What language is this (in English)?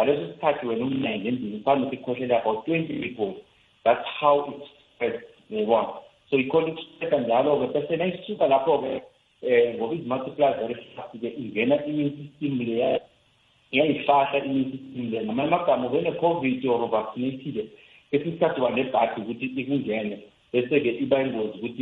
South Ndebele